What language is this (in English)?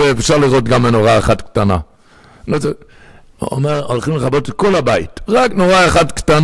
Hebrew